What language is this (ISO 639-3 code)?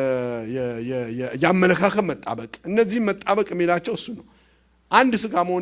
amh